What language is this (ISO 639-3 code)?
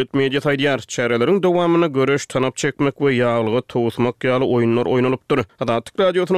tuk